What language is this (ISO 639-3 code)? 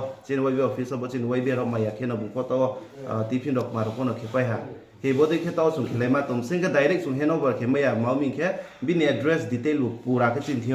ria